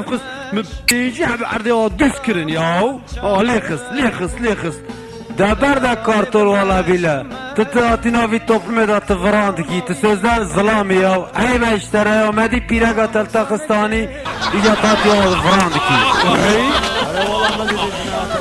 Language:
Kurdish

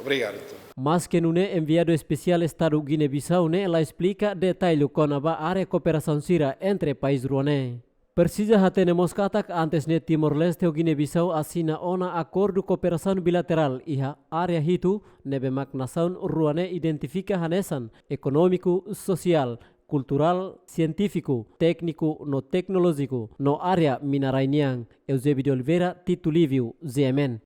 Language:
Tetum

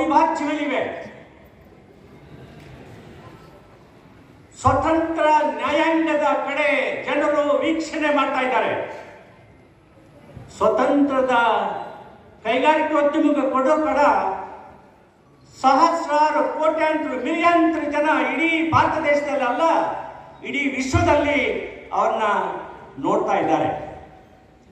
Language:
Kannada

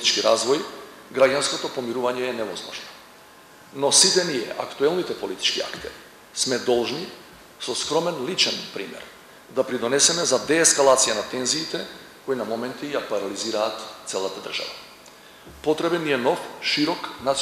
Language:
Macedonian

